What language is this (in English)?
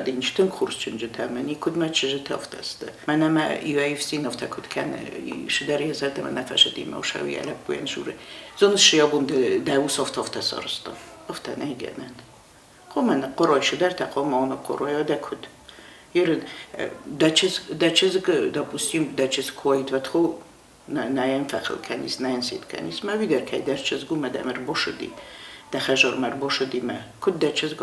Ossetic